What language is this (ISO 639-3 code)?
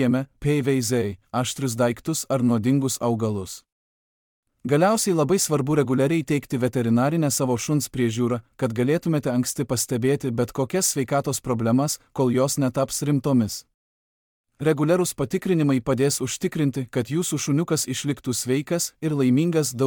lit